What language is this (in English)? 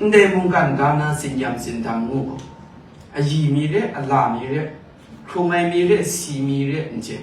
Kachin